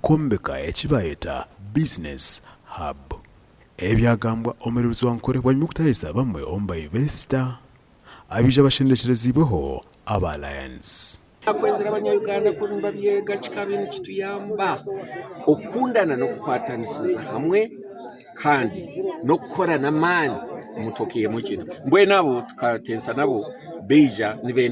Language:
Nyankole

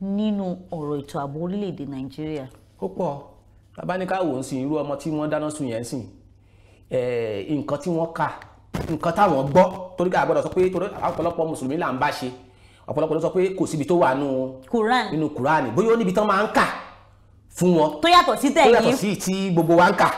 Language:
Yoruba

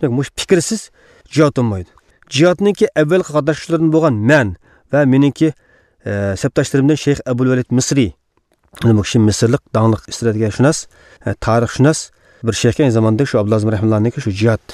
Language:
Uyghur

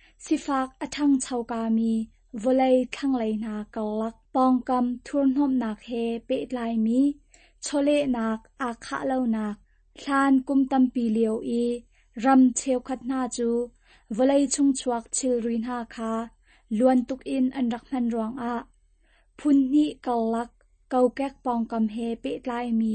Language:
Hakha Chin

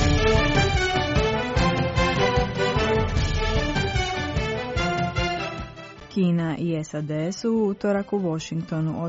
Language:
Croatian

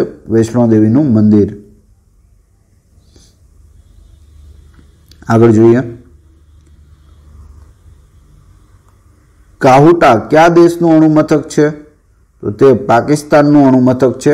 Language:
Gujarati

